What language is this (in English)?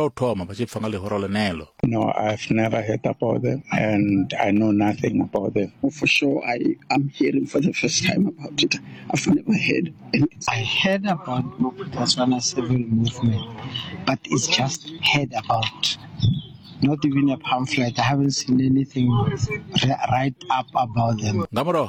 Venda